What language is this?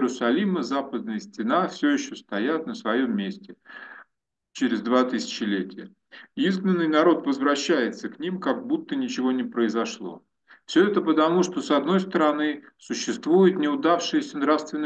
Russian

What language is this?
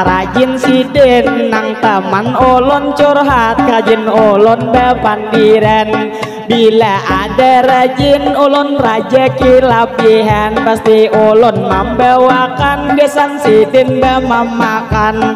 Banjar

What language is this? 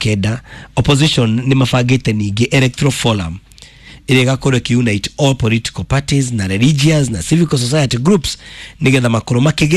Kikuyu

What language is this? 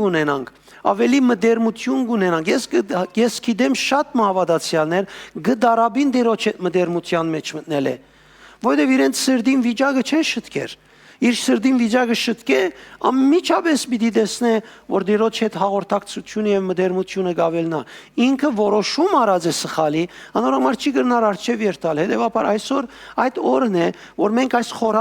Western Armenian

